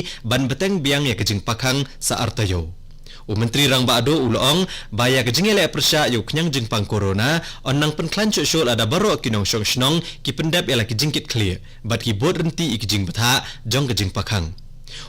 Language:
Khasi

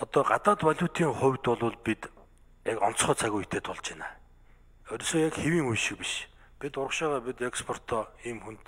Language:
Mongolian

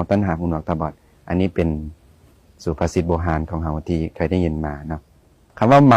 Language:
Lao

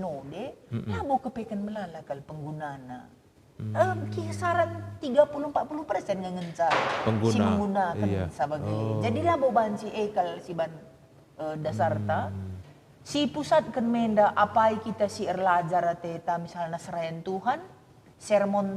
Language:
Batak Karo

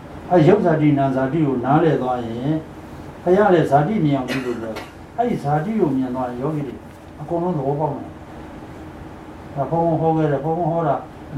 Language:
Burmese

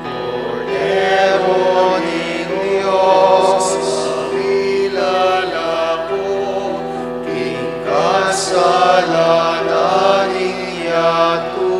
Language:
Pampanga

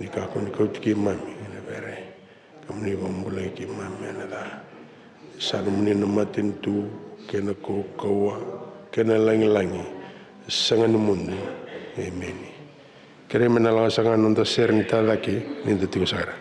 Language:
Fijian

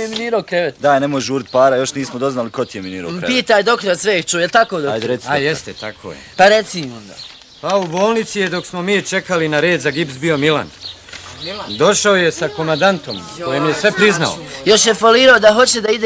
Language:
Bosnian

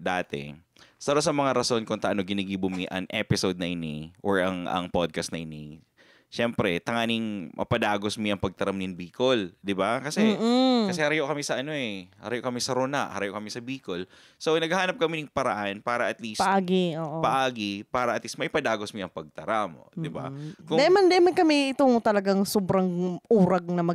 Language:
Bikol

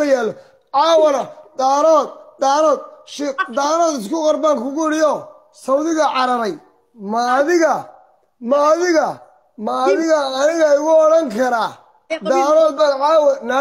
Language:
Somali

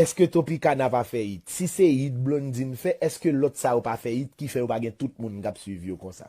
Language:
Haitian Creole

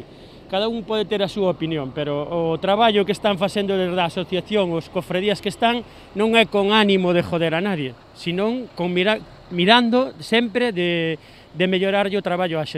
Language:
Galician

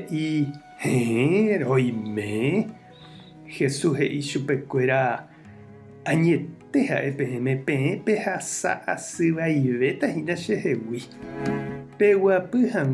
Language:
Guarani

